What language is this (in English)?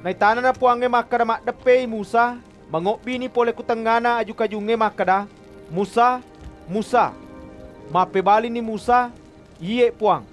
Buginese